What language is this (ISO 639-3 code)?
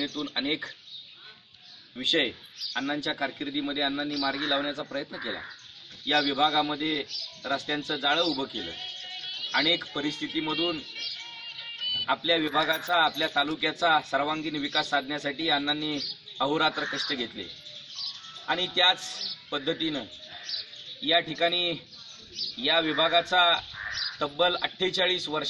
mar